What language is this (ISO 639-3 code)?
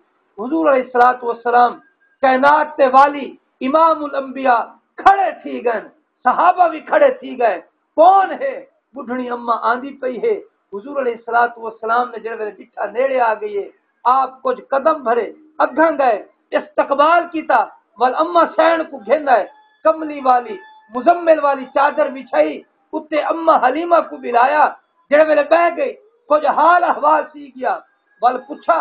skr